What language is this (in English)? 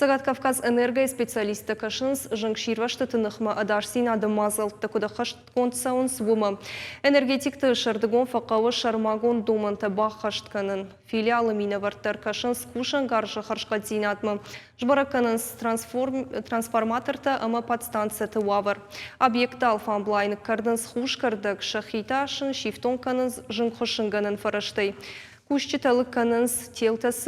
Ossetic